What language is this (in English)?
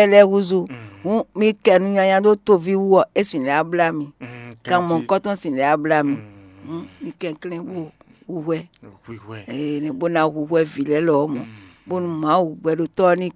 Fon